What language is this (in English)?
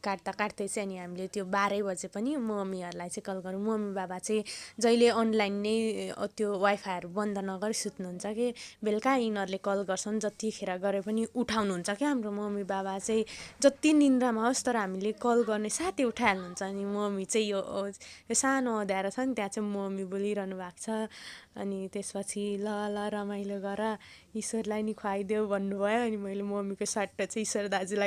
Nepali